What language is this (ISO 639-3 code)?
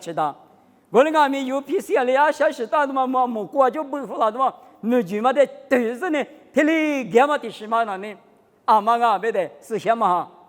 lis